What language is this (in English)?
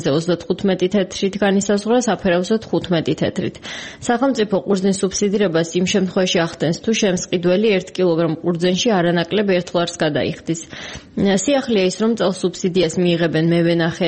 Georgian